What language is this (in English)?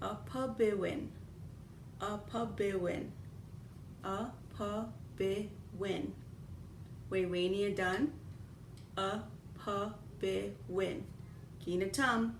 Chippewa